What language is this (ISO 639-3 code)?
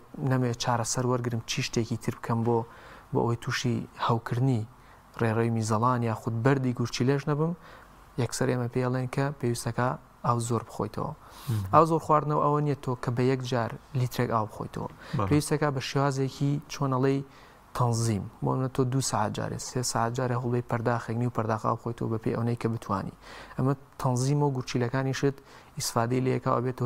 ckb